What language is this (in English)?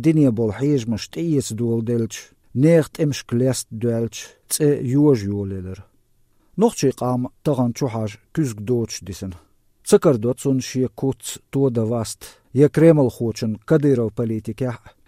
Chechen